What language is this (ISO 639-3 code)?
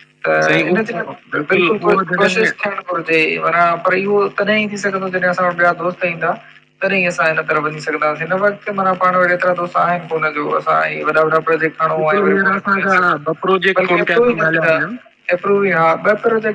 snd